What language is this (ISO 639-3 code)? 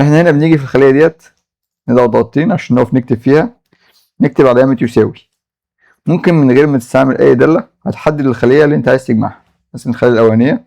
arz